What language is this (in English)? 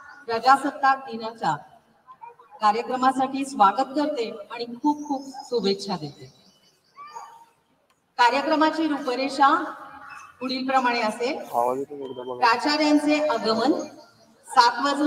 Marathi